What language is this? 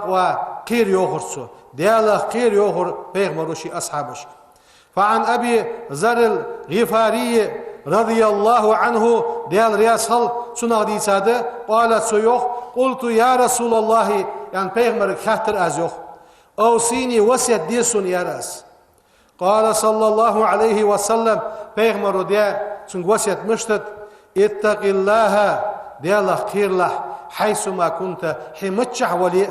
Ingush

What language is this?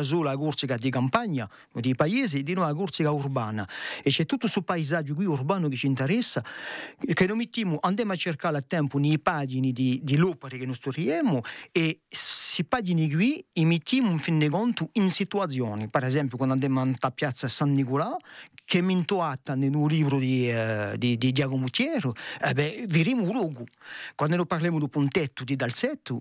Corsican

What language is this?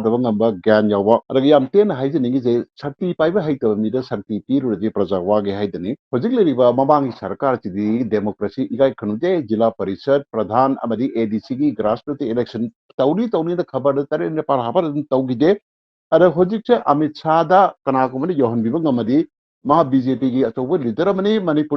Manipuri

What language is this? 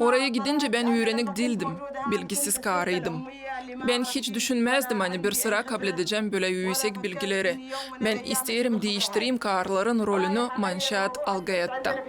Gagauz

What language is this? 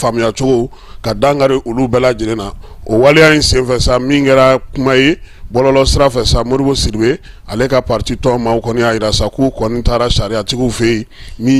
Bambara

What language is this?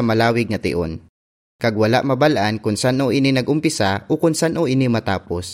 Hiligaynon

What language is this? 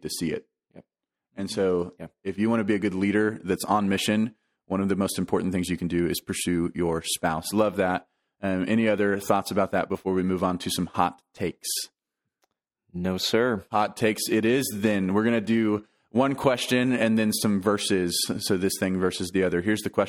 English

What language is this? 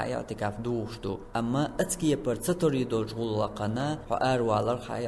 Chechen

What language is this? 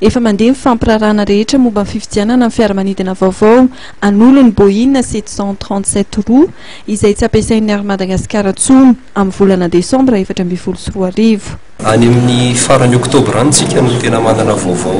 Malagasy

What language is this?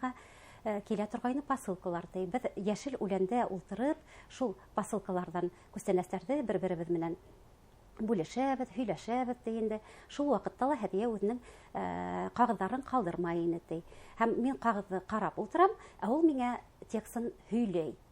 Bashkir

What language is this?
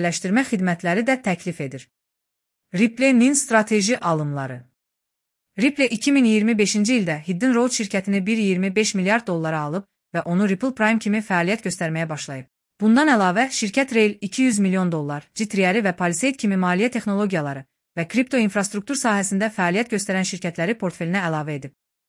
Azerbaijani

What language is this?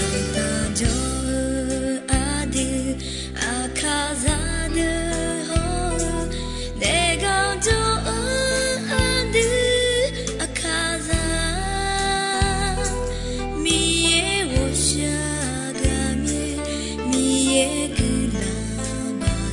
Akha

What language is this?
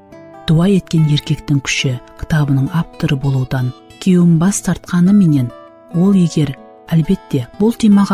Kara-Kalpak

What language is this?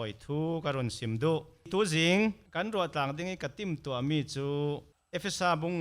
Falam Chin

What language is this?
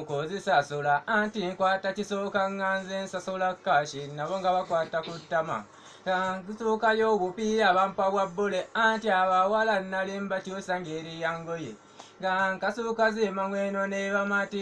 Ganda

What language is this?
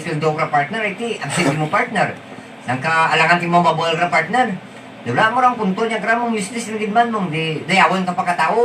Hiligaynon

